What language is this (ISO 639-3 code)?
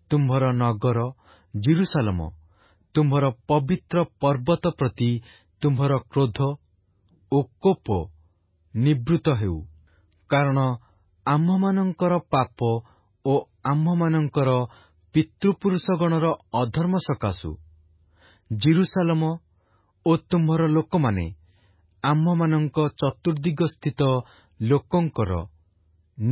ori